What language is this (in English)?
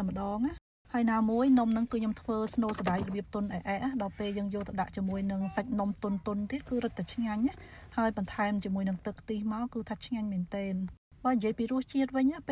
Khmer